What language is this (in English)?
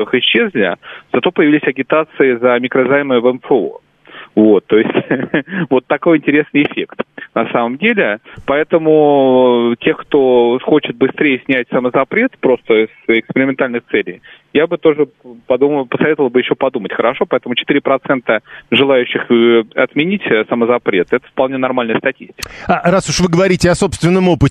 Russian